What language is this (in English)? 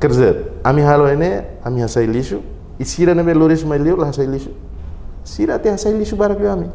Tetum